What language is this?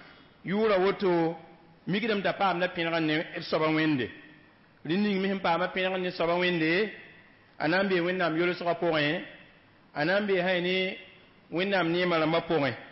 Mossi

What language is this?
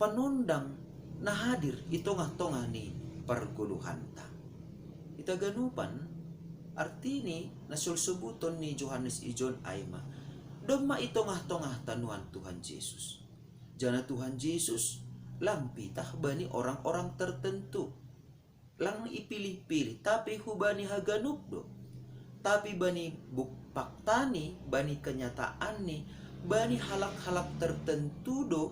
Batak Simalungun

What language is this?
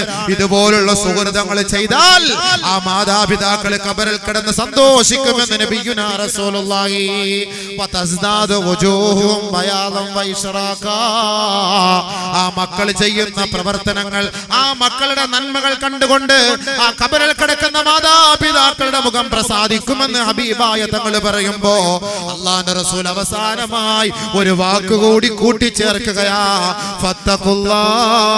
Malayalam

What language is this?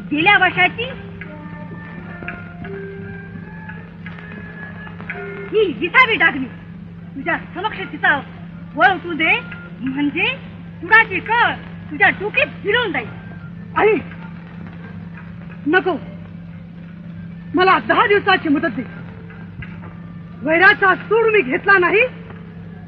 Marathi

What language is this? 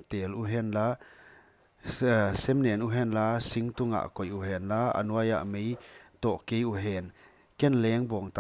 Paite Chin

